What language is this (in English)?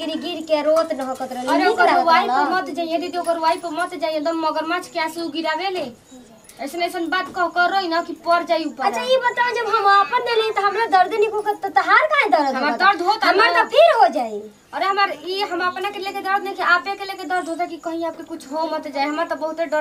Bhojpuri